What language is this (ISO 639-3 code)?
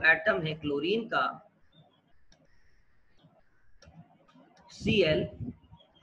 hin